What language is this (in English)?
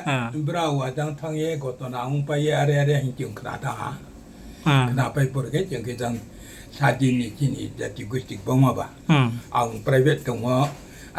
Riang (India)